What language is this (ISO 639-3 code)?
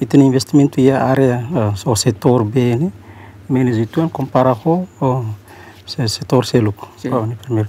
tet